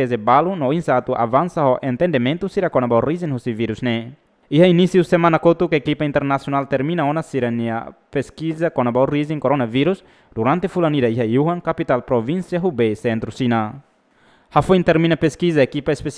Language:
Tetum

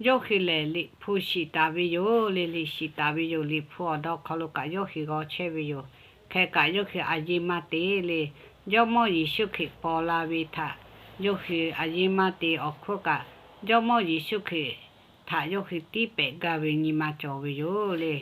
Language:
Lahu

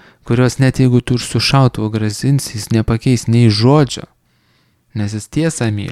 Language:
Lithuanian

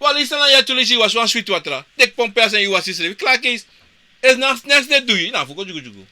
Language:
Sranan Tongo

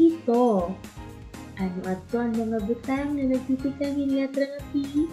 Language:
Waray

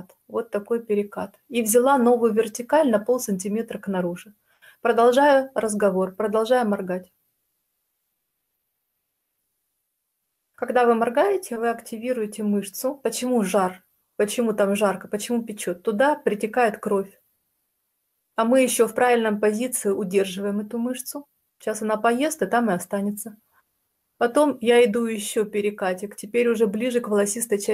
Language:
Russian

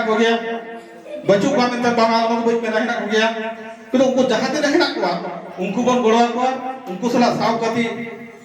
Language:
Santali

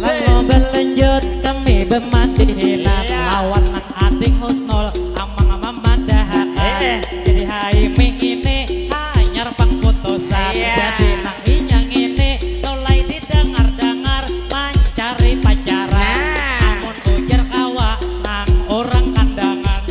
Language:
Banjar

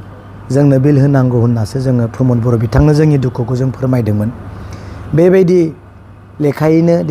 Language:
Bodo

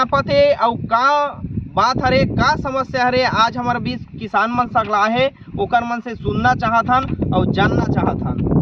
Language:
Chhattisgarhi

